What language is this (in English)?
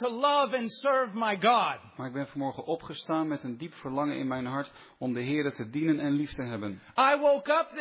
Dutch